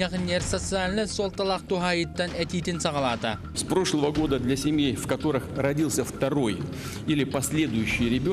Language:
Yakut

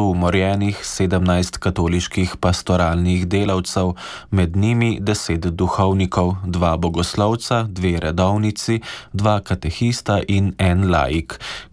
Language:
Slovenian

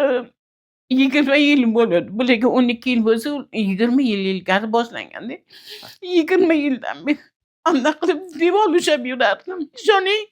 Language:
Uzbek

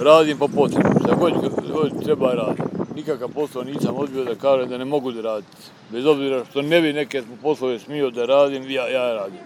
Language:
Serbian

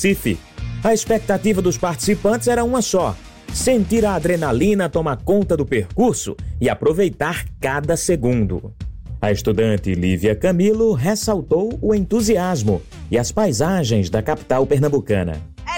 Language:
Portuguese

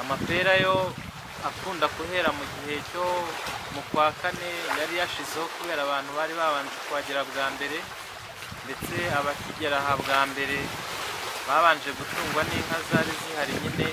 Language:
Kinyarwanda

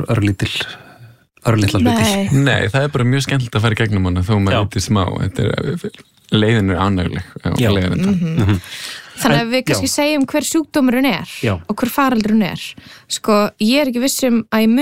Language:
Icelandic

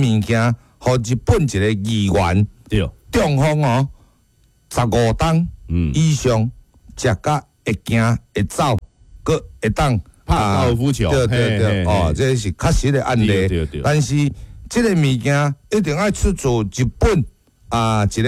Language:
Min Nan Chinese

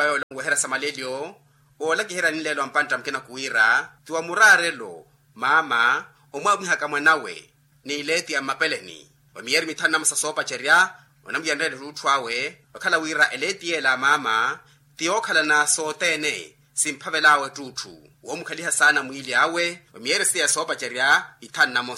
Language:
Makhuwa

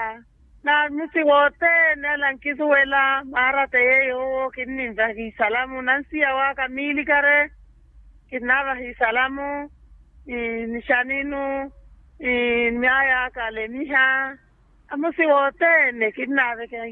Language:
Makhuwa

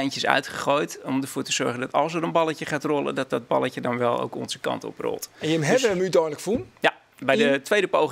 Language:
Western Frisian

